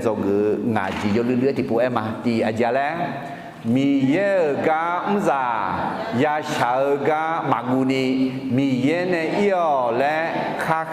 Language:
Akha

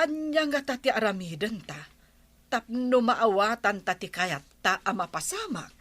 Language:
Iloko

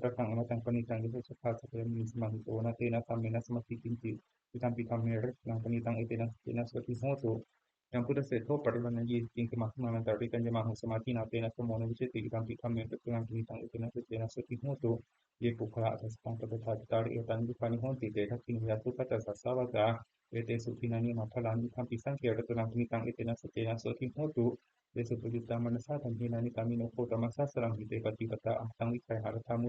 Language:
Pali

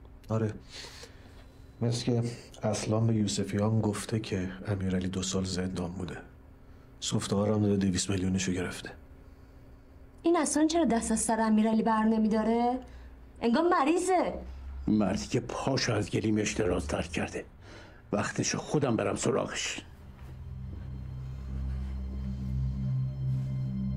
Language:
Persian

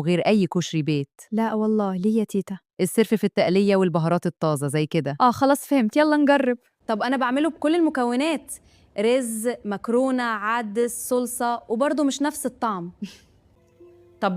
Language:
Egyptian Arabic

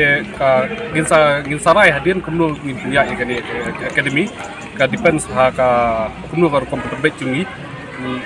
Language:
Khasi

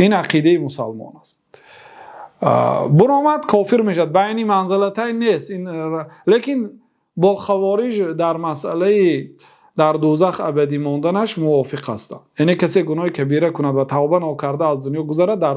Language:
Persian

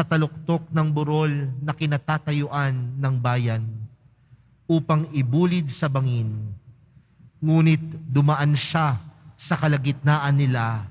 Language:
Filipino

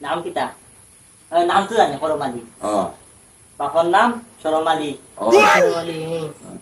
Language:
Sylheti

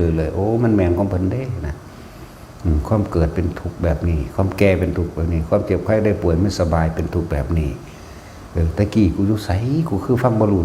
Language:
Lao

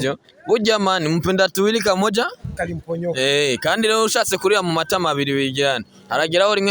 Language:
Rundi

